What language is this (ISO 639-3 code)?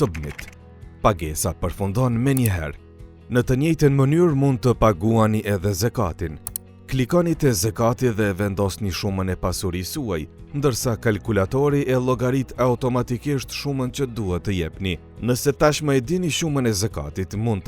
sqi